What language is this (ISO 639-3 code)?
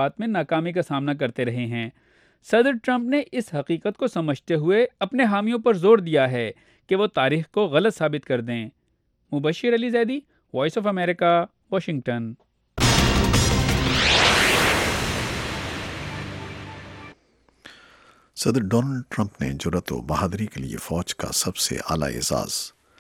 urd